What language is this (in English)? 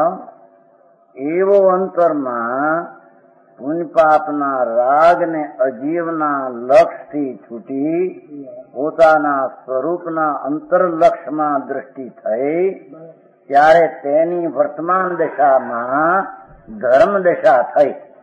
Gujarati